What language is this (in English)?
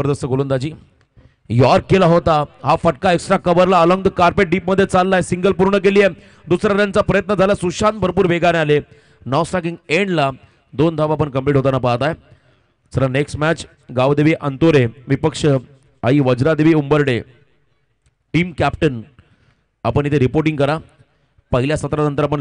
Marathi